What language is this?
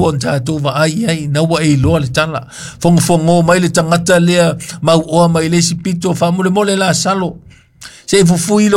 Samoan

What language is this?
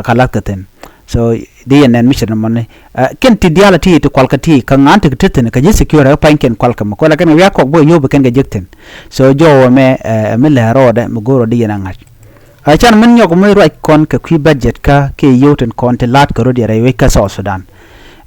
Nuer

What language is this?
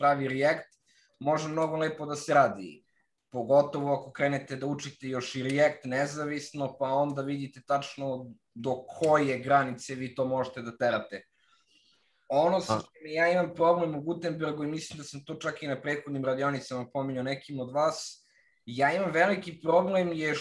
Serbian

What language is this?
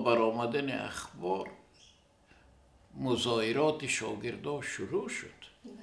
Persian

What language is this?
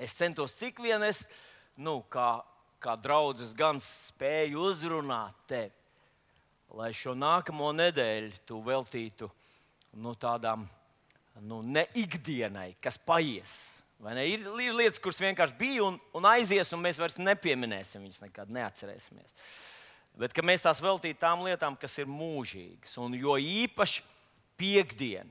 Latvian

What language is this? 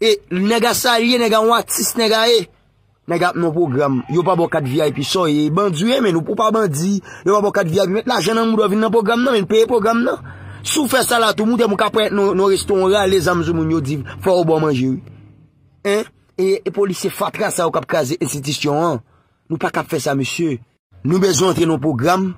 Haitian Creole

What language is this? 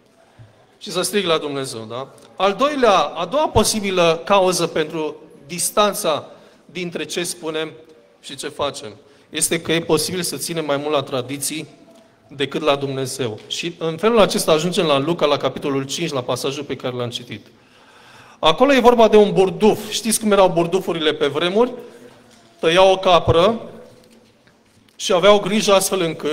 Romanian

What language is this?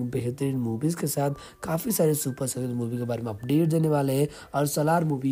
Hindi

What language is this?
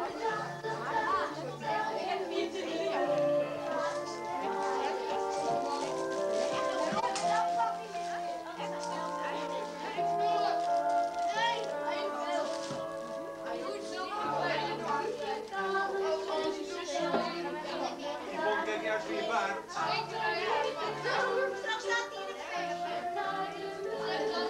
Dutch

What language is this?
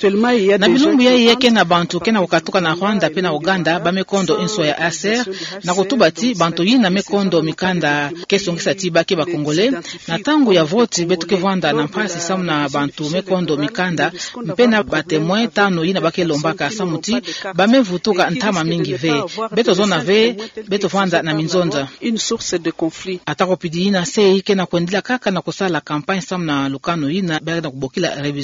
Kituba (Democratic Republic of Congo)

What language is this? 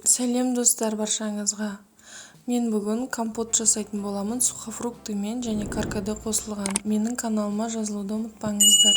Kazakh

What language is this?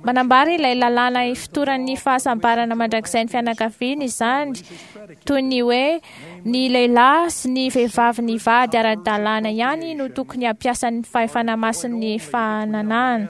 Malagasy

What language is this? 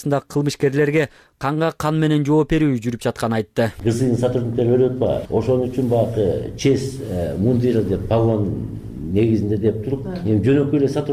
Kyrgyz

